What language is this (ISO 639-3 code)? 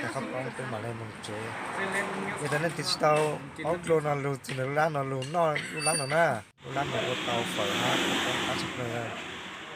hmn